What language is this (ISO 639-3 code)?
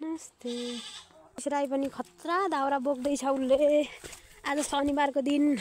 nep